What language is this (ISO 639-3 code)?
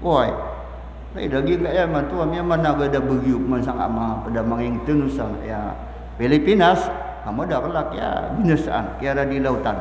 mrw